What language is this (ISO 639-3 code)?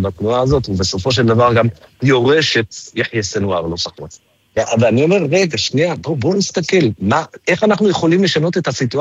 heb